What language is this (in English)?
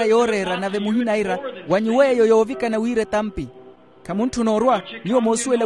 Makhuwa